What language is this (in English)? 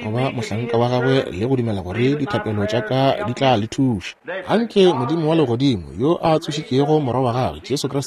Northern Sotho